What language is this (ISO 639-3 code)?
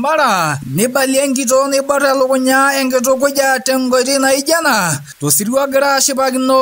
mas